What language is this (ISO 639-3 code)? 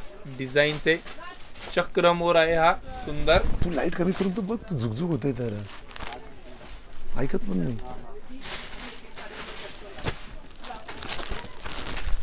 mar